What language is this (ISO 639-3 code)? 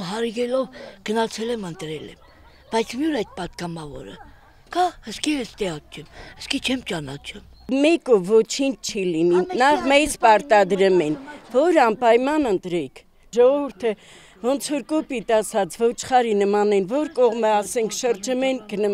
hye